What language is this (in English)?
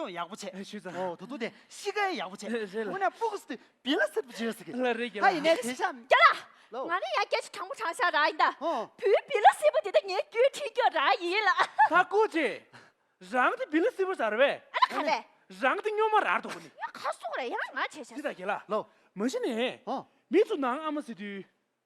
Tibetan